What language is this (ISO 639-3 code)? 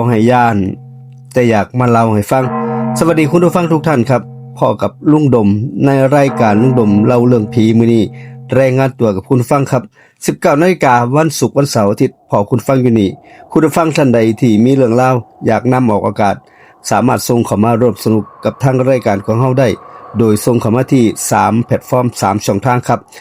tts